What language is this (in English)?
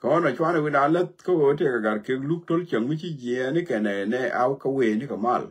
Nuer